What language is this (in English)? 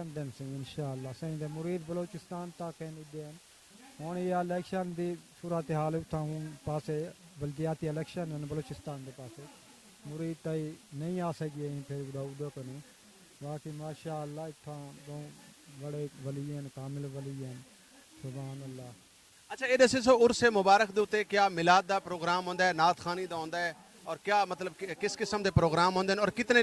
Saraiki